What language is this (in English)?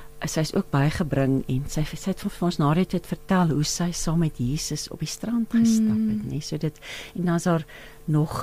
Afrikaans